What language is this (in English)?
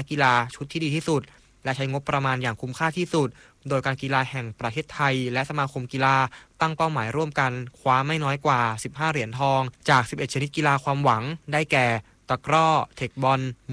Thai